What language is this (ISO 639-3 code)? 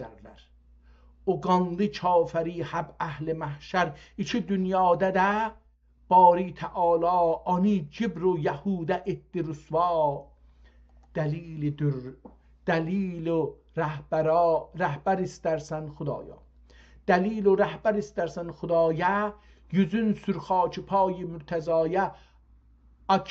azb